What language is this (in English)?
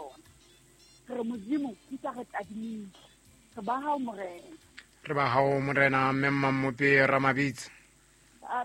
Southern Sotho